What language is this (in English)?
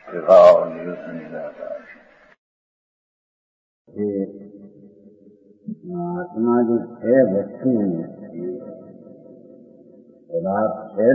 Gujarati